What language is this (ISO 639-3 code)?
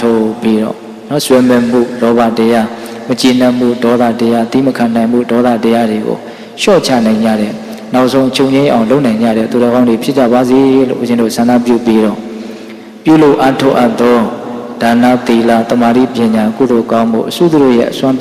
mya